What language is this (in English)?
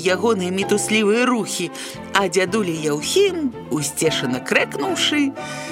Belarusian